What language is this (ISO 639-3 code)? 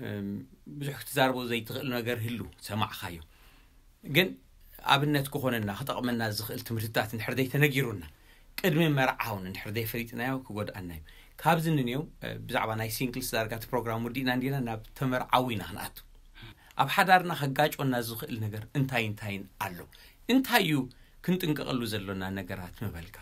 tir